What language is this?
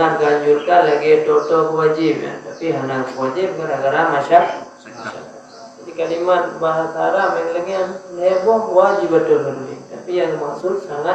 Achinese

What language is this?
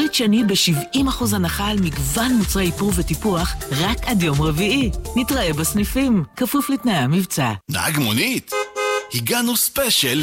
Hebrew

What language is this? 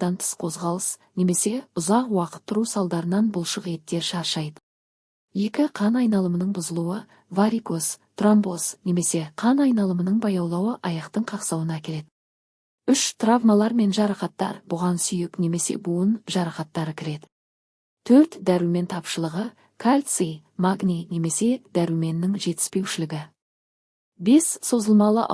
Kazakh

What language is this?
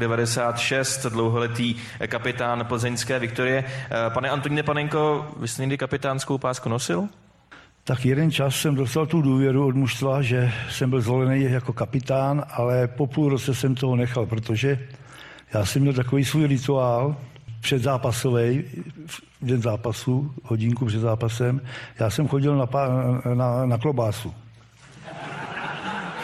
Czech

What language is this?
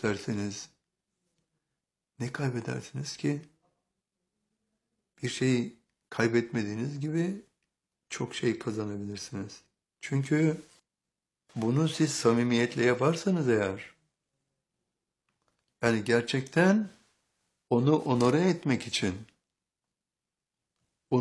Turkish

